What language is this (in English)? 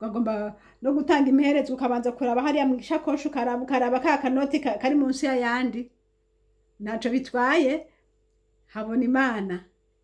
Rundi